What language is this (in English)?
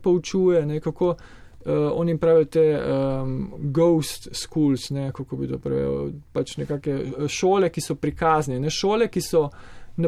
Slovenian